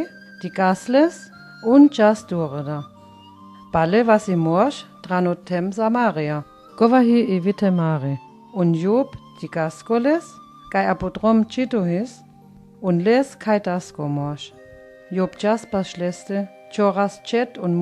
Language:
Sinte Romani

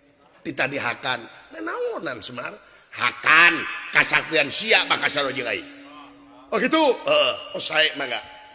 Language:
Sundanese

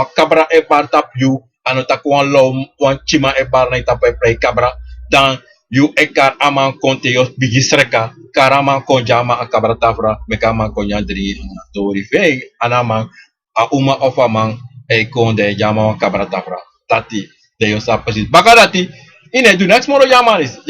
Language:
Sranan Tongo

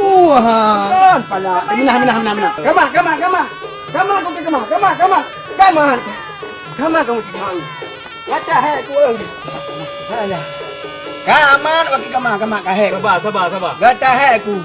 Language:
Achinese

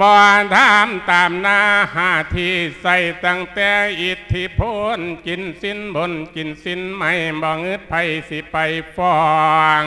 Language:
Lao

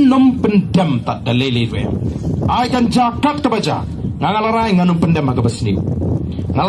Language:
Khasi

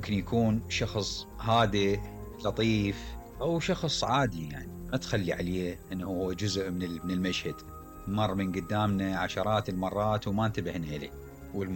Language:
Mesopotamian Arabic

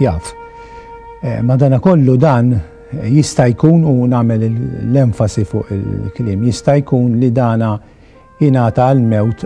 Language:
Maltese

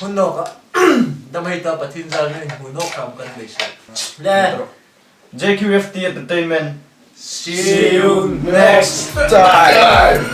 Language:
Hmar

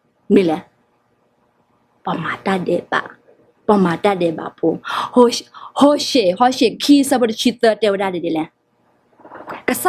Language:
S'gaw Karen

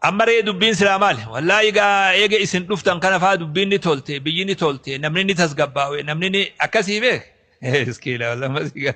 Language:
Oromo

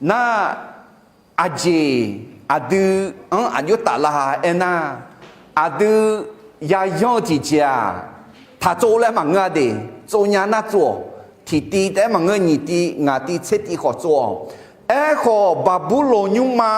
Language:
Akha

